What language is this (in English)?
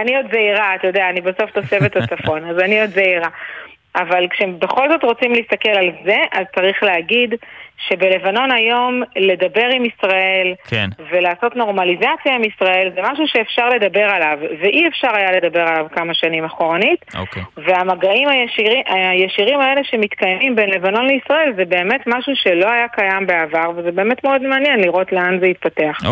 Hebrew